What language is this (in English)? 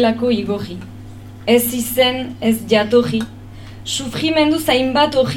Basque